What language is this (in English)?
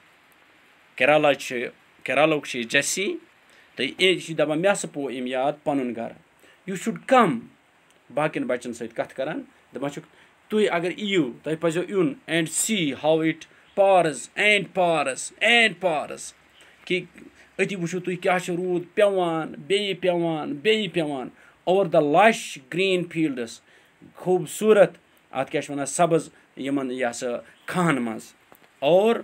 Kashmiri